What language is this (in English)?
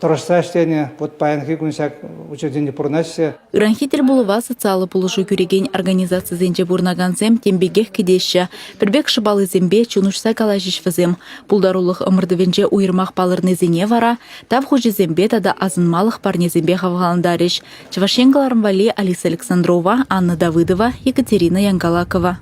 Chuvash